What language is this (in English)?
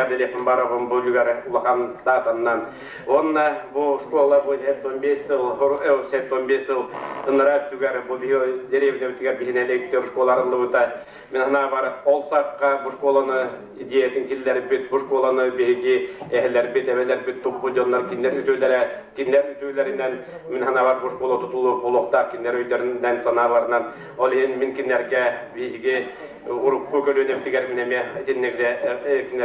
Yakut